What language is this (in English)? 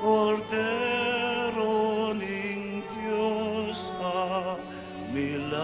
Pampanga